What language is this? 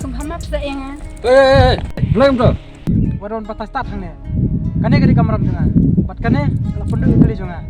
Khasi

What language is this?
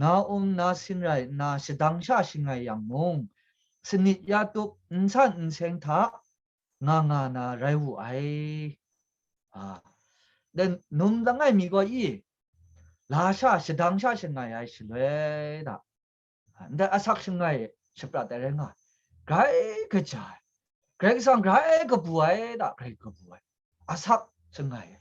Kachin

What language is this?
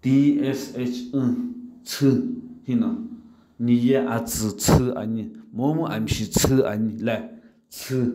Sumi Naga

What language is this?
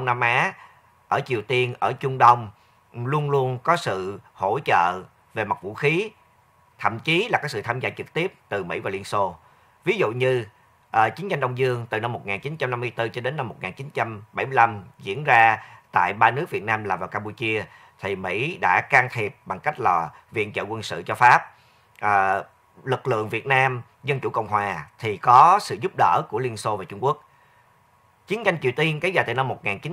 Vietnamese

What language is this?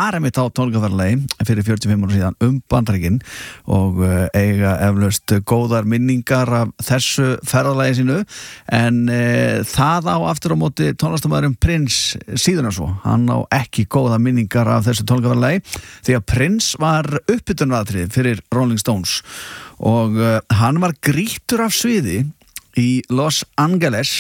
Icelandic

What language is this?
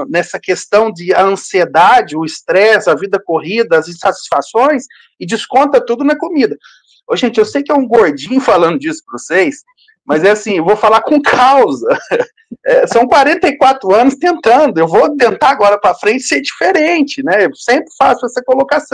Portuguese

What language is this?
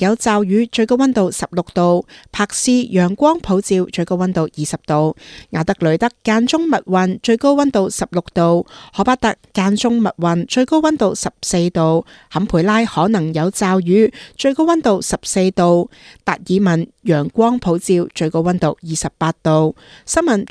Cantonese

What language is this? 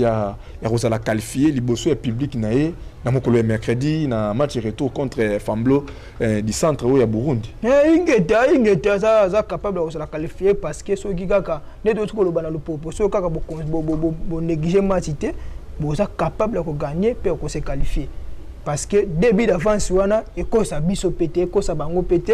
Lingala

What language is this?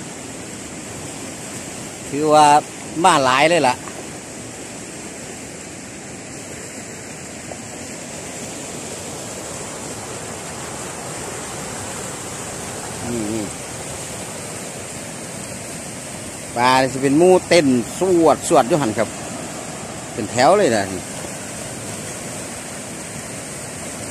Northeastern Thai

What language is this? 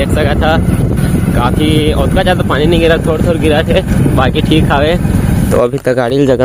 Chhattisgarhi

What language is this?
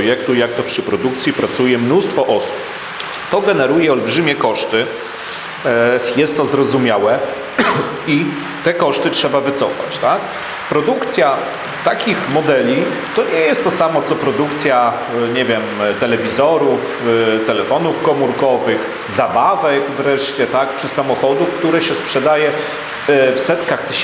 Polish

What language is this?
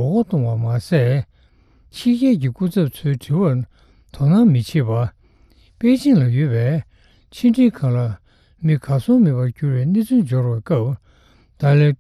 Tibetan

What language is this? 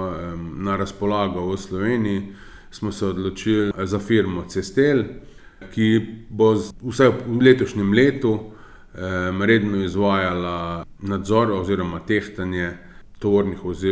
Slovenian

